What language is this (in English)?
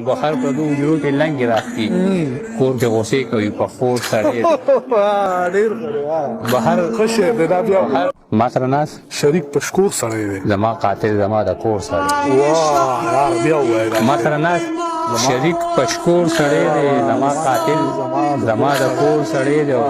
Pashto